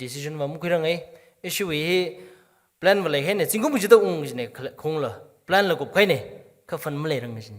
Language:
Tangkhul Naga (India)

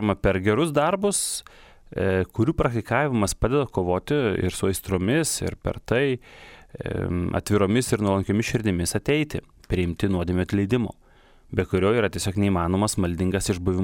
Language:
Lithuanian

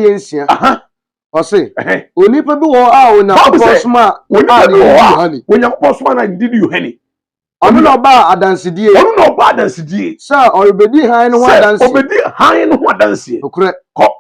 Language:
Akan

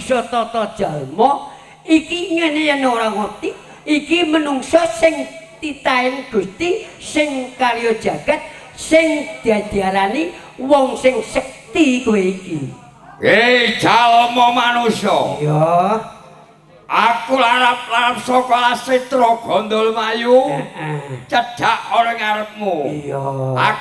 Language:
Javanese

